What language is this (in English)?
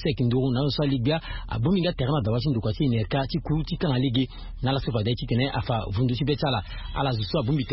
Sango